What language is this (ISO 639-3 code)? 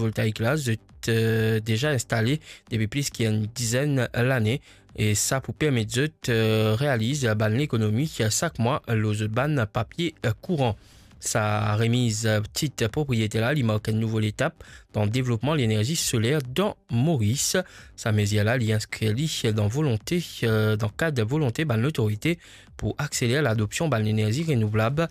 mfe